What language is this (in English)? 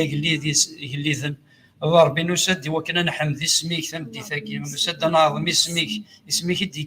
Kabyle